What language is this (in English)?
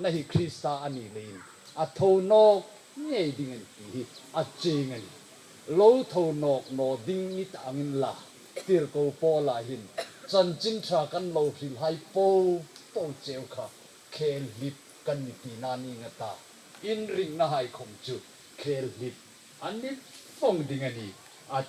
Hmar